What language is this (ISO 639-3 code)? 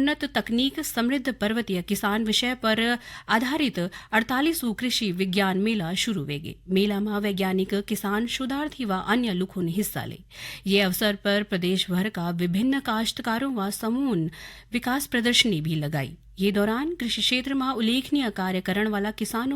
gbm